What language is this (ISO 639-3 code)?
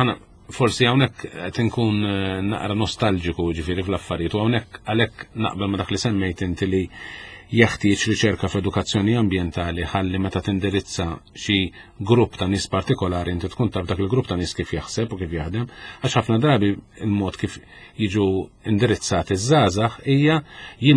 mlt